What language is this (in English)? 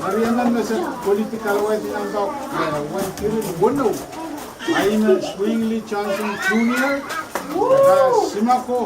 Pohnpeian